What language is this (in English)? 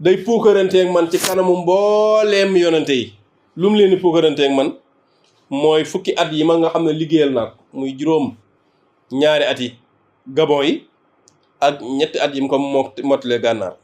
Wolof